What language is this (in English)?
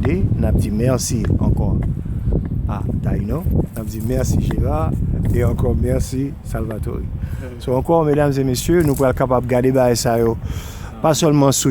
Haitian Creole